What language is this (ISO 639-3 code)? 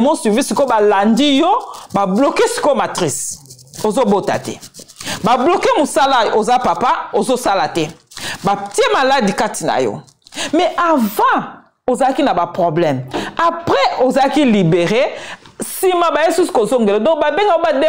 lin